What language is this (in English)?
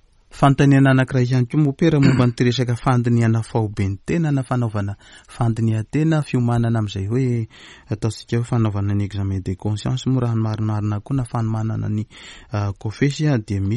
Malagasy